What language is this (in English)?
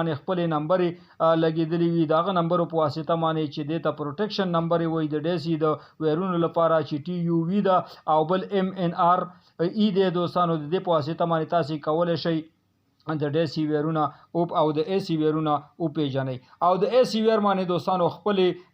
Pashto